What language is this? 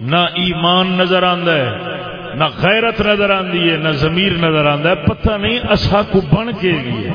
Saraiki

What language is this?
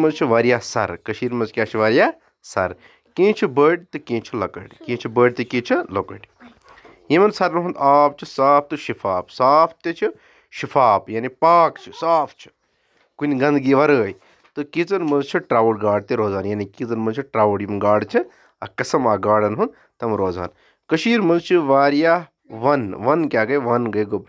Kashmiri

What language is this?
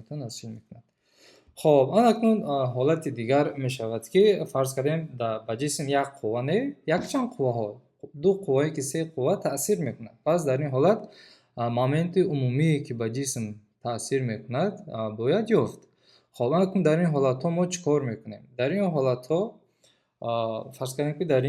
Tajik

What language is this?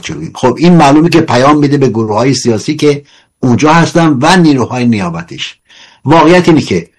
Persian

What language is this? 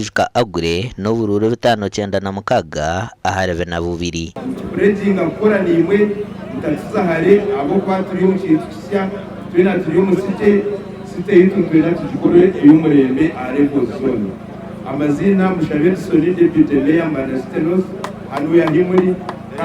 Nyankole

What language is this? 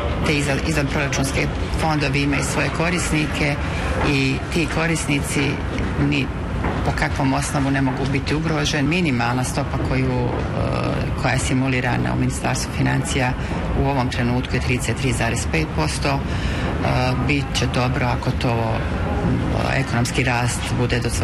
Bosnian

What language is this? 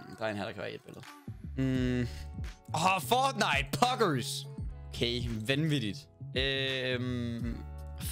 Danish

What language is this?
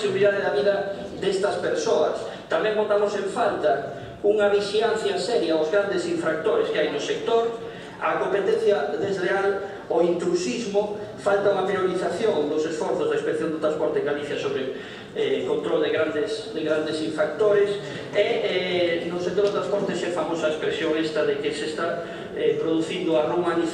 Galician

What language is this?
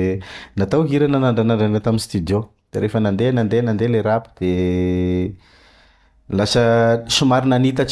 Malagasy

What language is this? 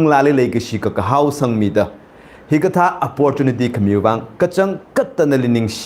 Tangkhul Naga (India)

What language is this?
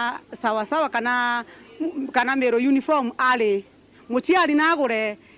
Meru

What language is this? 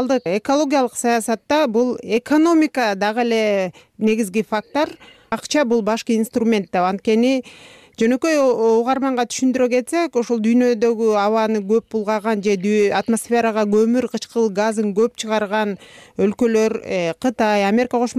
Kyrgyz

